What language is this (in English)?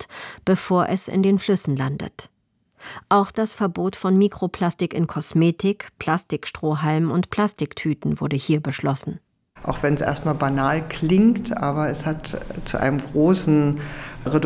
German